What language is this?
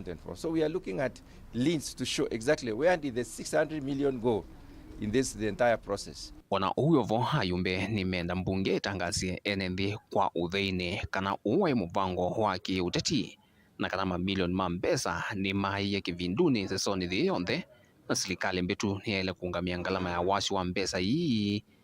Kamba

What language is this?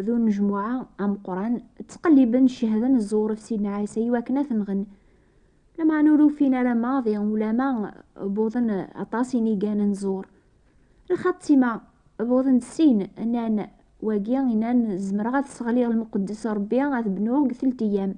Kabyle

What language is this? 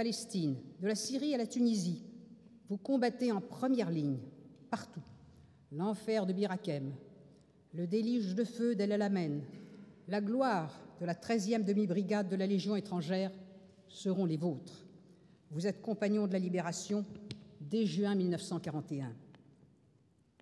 French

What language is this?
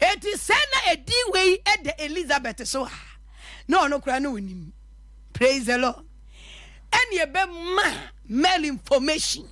Akan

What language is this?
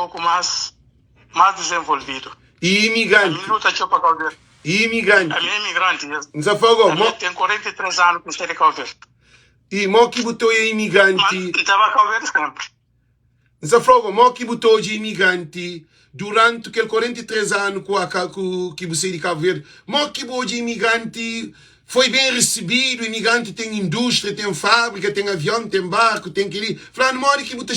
Kabuverdianu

